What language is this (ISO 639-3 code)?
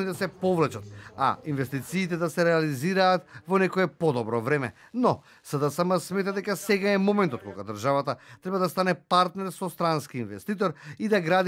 mkd